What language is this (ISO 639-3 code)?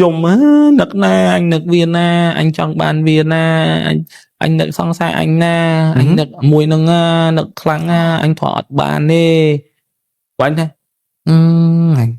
khm